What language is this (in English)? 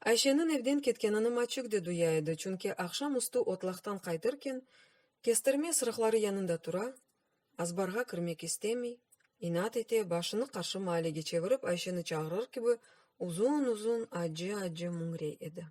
Crimean Tatar